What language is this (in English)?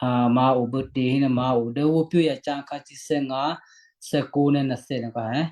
Western Kayah